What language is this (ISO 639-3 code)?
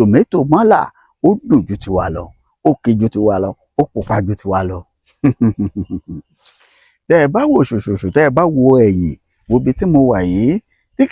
yor